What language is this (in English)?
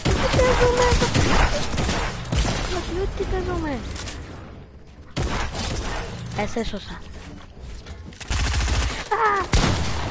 Greek